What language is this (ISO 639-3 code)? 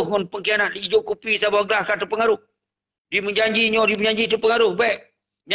ace